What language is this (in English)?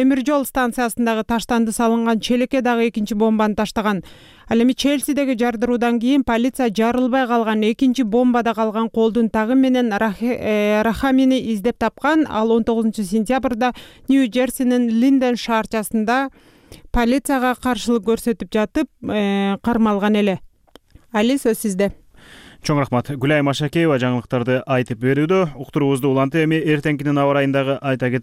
Kyrgyz